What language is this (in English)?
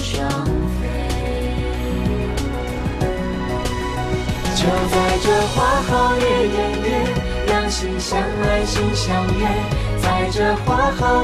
Chinese